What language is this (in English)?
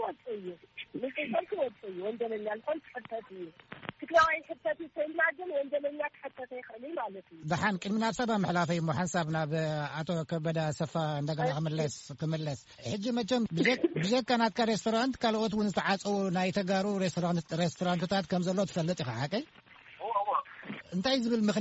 Tigrinya